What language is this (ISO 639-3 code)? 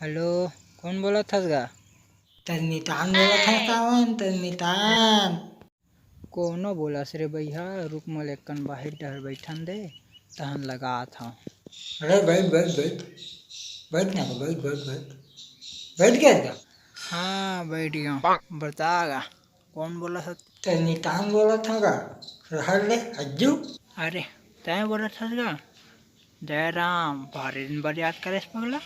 hne